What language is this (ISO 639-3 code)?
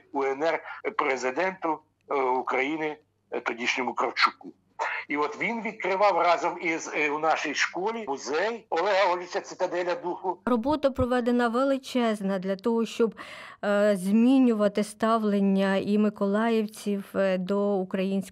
ukr